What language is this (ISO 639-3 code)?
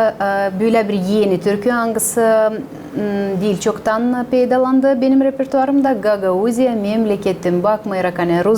gag